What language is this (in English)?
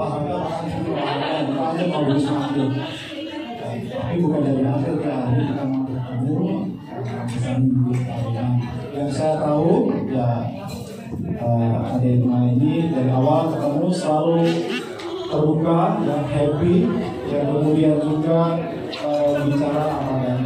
Indonesian